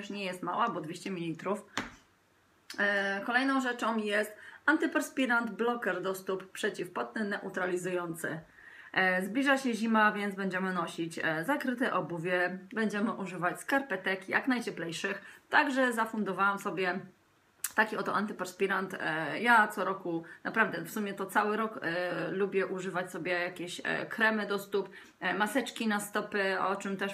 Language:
Polish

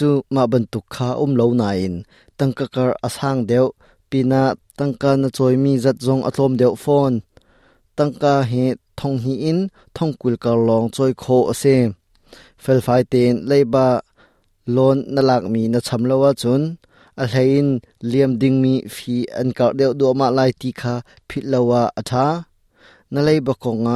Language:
Hakha Chin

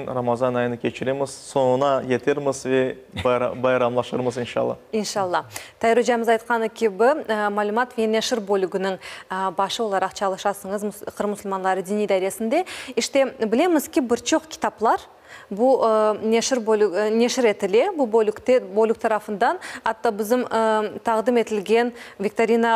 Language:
Crimean Tatar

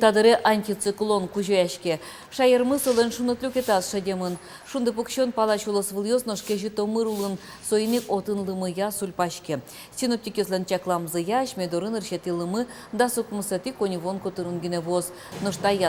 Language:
Udmurt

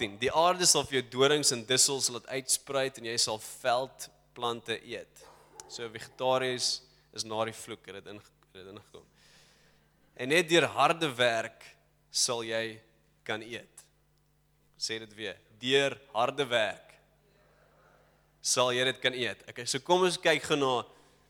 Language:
Afrikaans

